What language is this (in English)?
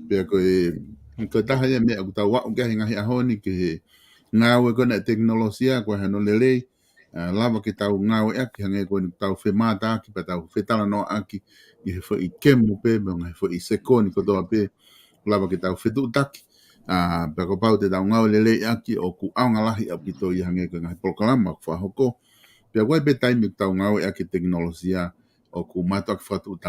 Tongan